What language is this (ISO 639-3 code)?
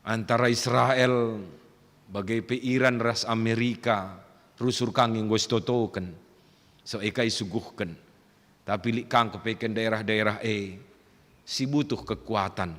btx